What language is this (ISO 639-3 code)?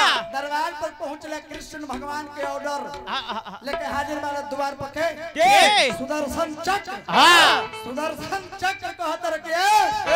bho